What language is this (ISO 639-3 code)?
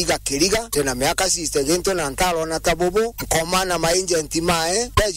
mer